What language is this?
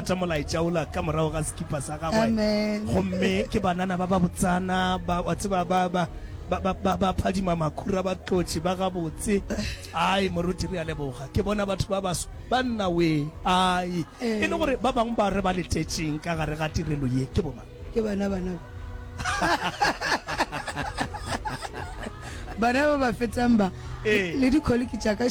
Northern Sotho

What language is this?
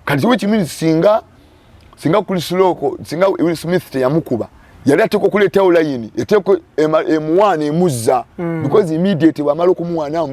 Ganda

